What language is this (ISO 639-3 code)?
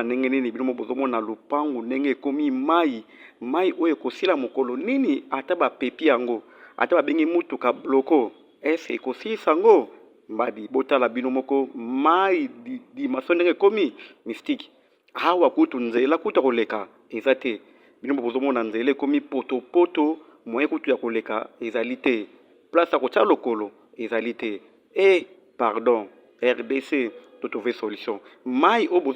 lin